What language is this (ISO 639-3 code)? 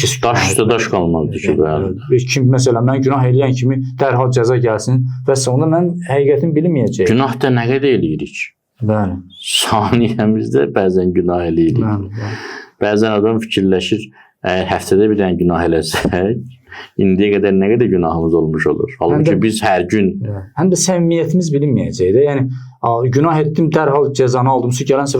aze